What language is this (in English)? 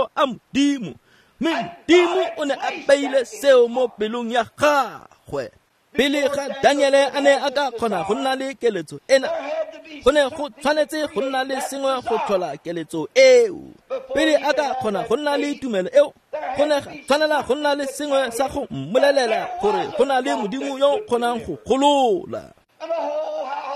Tswana